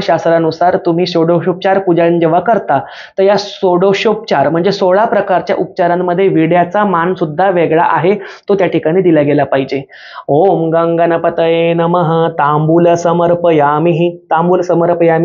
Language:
Marathi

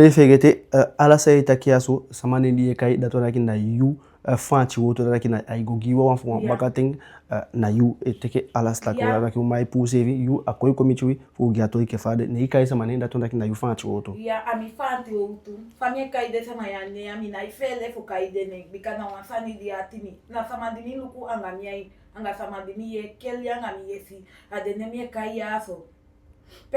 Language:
Eastern Maroon Creole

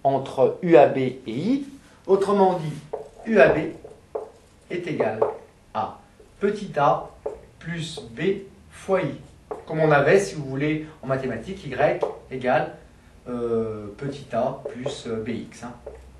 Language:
French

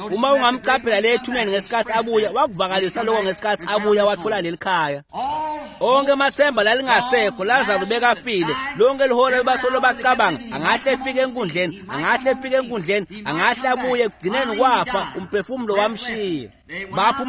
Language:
Swati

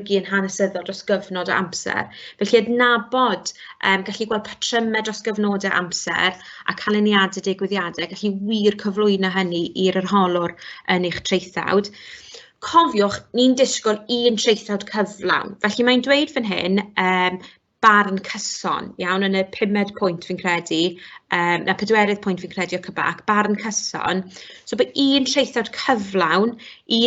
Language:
Welsh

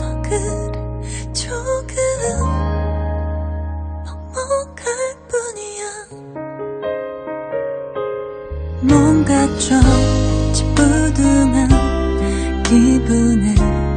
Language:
Korean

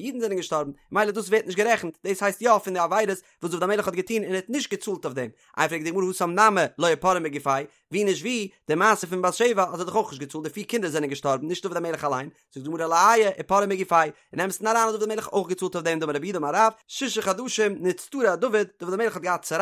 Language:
Yiddish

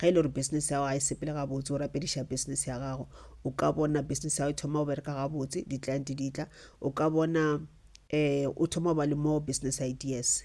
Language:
Northern Sotho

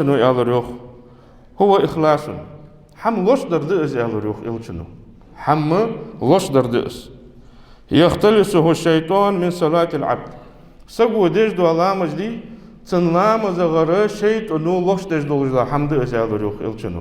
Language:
Ingush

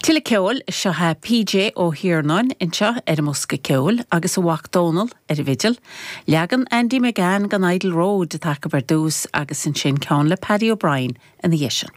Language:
Irish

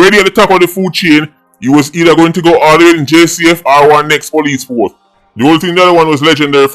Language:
Jamaican Creole English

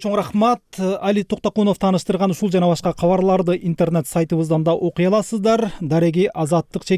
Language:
Kyrgyz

